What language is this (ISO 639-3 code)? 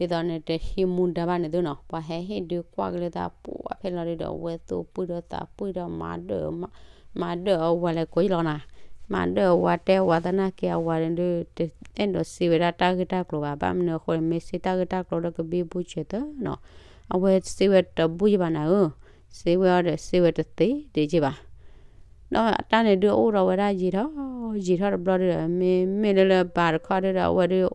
ksw